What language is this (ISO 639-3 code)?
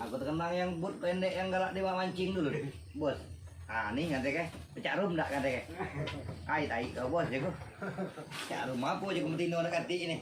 mui